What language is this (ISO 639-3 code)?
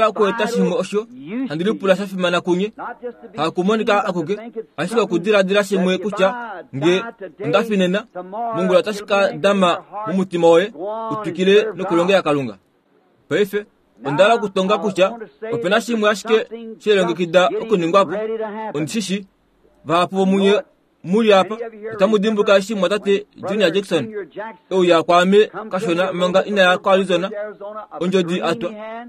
kua